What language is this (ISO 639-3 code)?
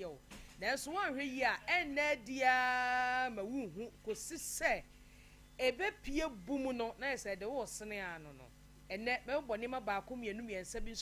aka